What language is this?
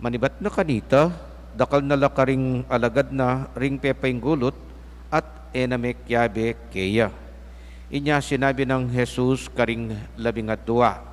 Pampanga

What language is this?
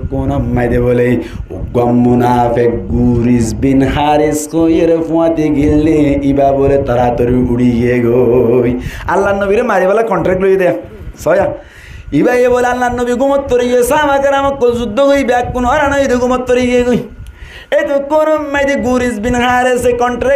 Rohingya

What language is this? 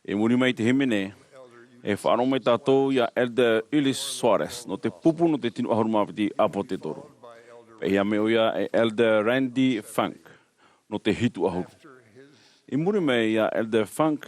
Tahitian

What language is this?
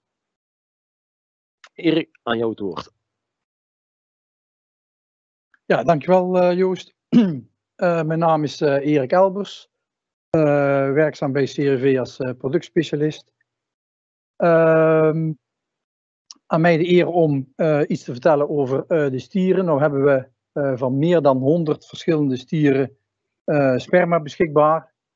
Dutch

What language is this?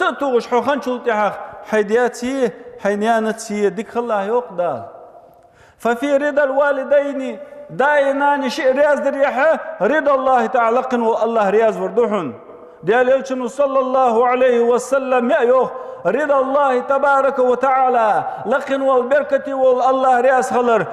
Ingush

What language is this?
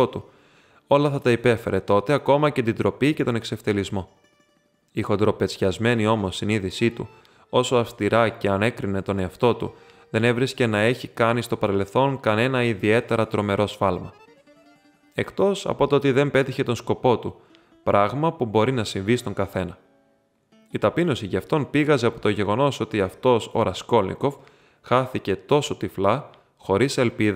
Greek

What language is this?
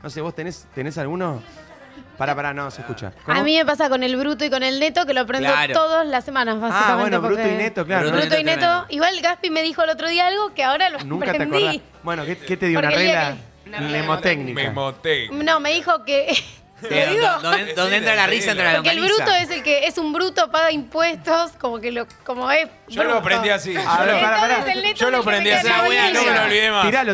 Spanish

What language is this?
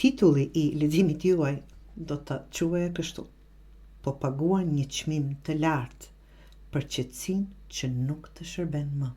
Albanian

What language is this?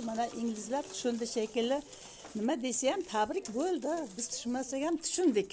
Uzbek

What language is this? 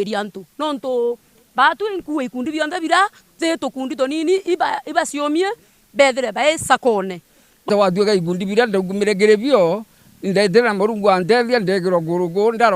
Meru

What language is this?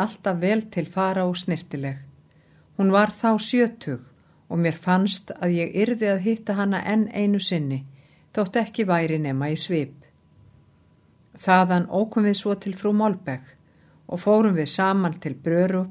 Icelandic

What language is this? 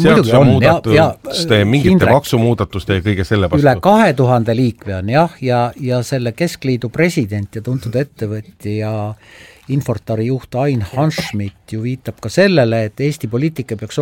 Estonian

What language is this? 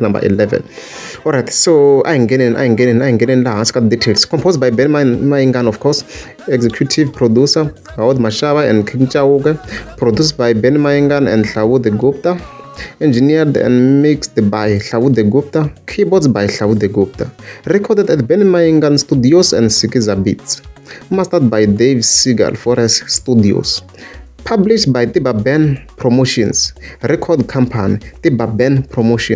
Tsonga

